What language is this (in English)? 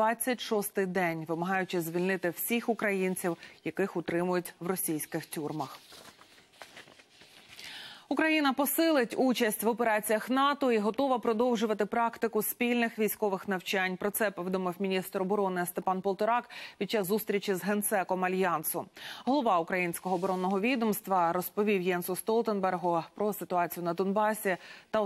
Ukrainian